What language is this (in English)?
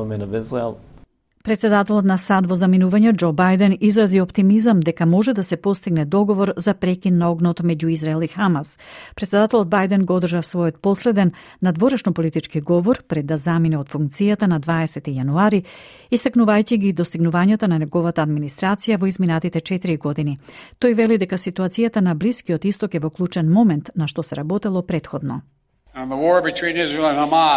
Macedonian